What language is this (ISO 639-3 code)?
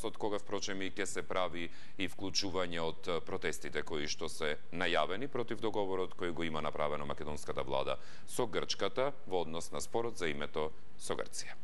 mkd